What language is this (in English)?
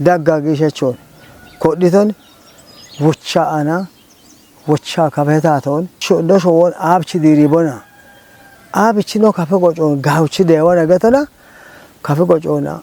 Kafa